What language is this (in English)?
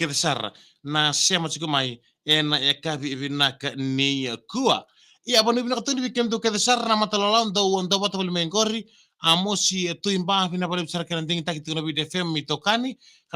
Fijian